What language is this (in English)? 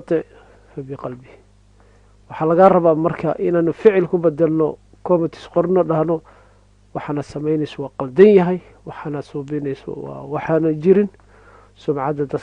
Somali